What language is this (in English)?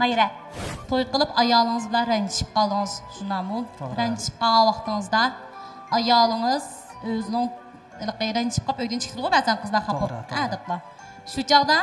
Uyghur